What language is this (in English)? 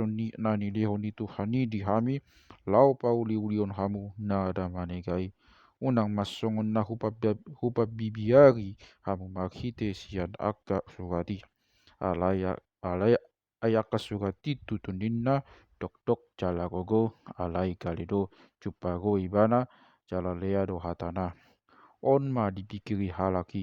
Batak Toba